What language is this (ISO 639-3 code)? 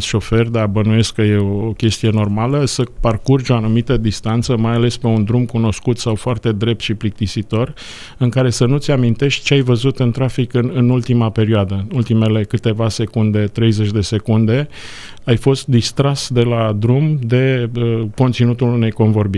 ron